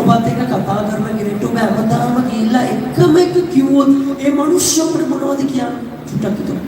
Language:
Sinhala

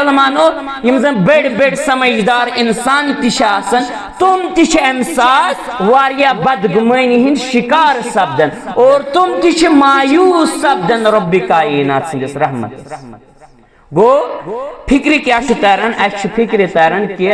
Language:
Kashmiri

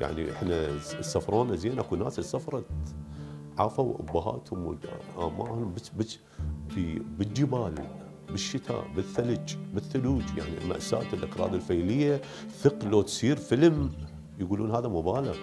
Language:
Mesopotamian Arabic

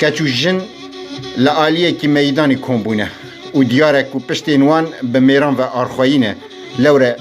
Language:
Kurdish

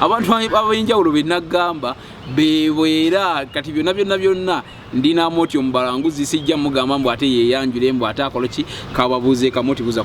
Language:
Ganda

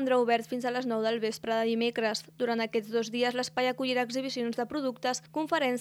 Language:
Catalan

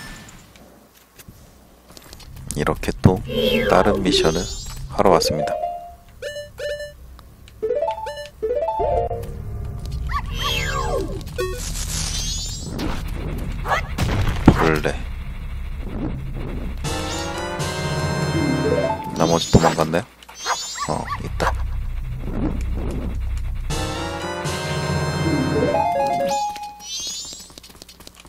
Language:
Korean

